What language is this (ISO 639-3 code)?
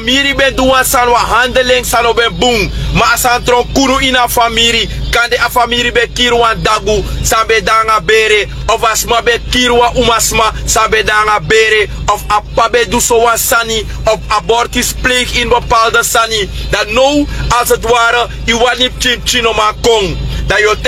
srn